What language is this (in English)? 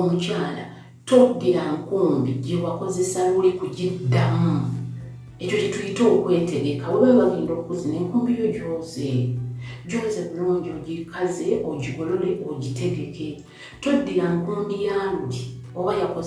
Ganda